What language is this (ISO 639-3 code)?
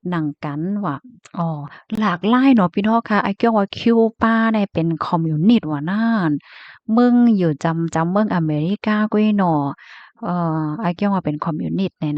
shn